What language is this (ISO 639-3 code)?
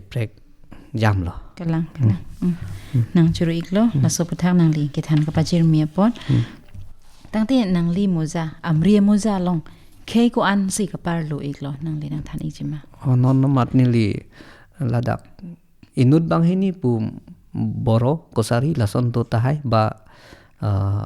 mjw